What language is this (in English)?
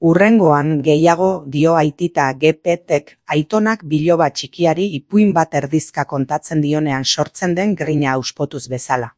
Basque